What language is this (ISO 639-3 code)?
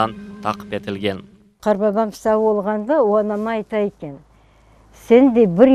crh